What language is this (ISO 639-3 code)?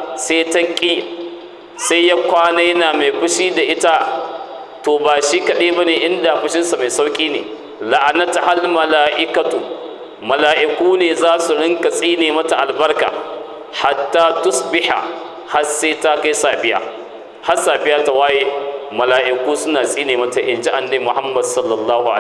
hau